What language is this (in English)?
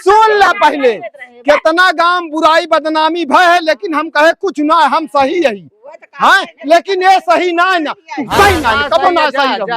Awadhi